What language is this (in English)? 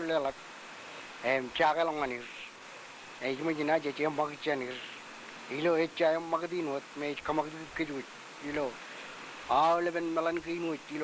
Marshallese